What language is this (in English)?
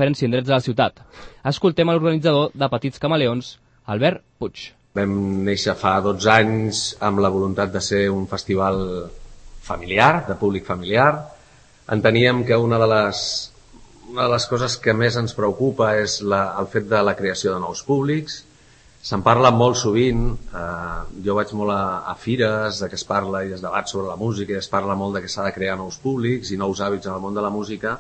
Catalan